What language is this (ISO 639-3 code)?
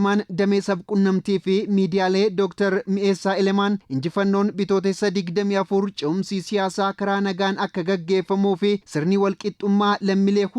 orm